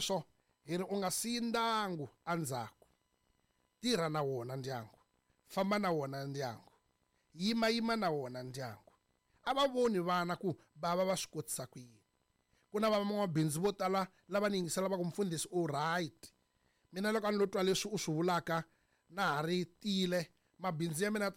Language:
Tsonga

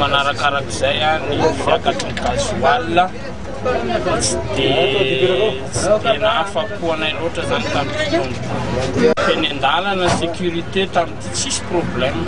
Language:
Malagasy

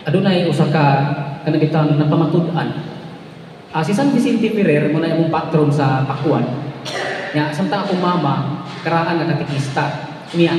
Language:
Cebuano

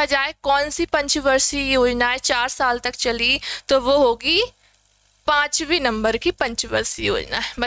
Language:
Hindi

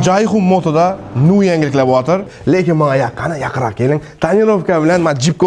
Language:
Uzbek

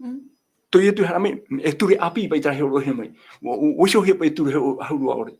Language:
Tahitian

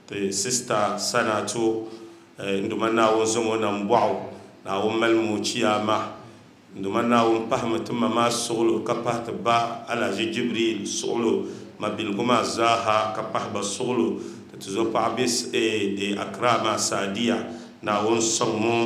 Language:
Dagbani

